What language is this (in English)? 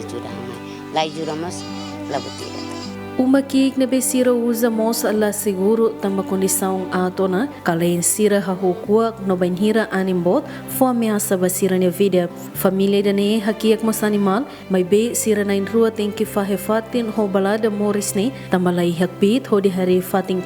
Tetum